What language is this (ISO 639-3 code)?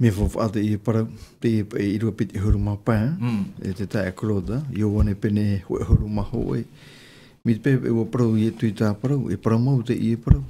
tah